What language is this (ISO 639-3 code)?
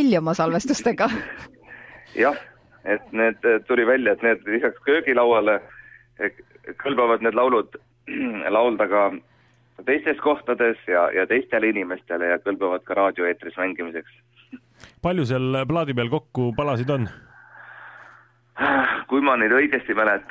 est